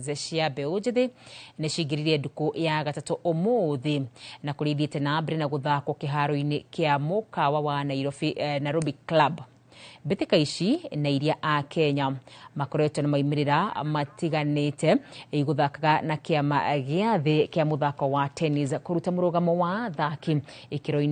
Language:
Kikuyu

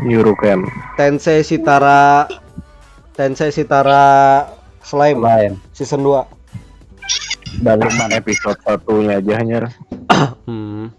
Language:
Banjar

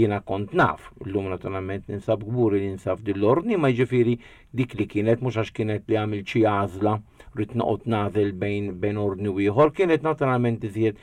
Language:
Maltese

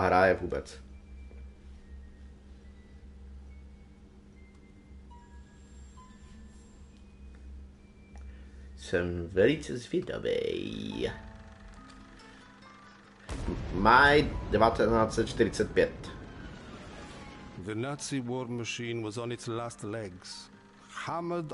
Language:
Czech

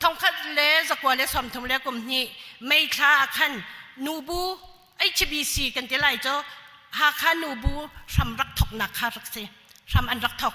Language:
Hakha Chin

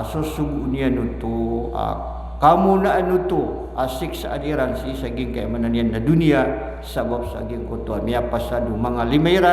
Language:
Maranao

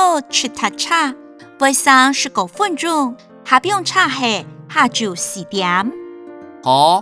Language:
Hakka Chinese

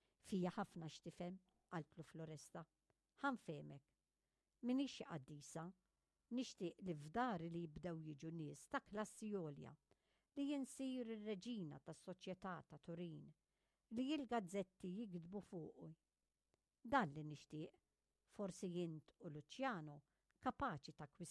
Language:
Maltese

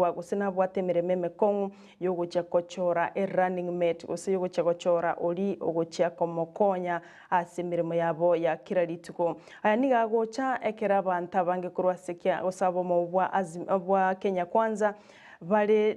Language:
Gusii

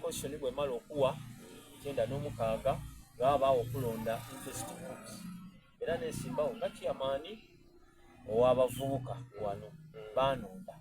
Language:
Soga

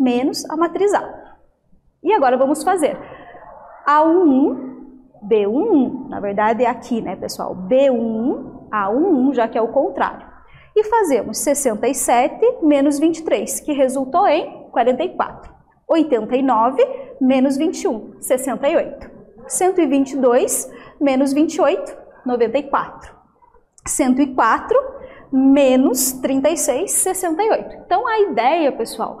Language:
Portuguese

